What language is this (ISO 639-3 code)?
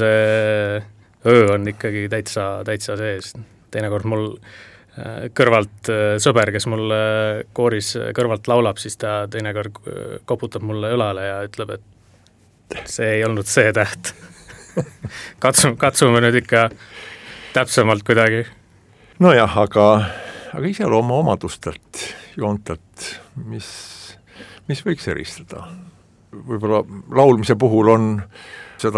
est